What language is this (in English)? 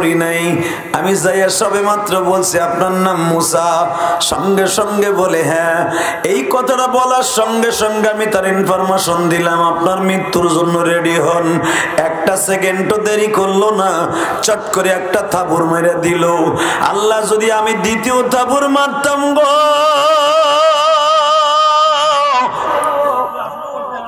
Bangla